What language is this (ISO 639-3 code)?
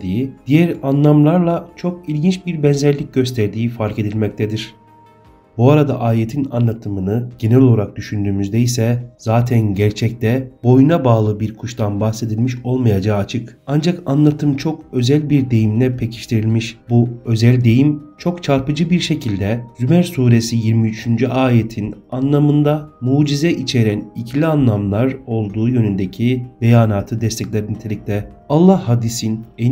tur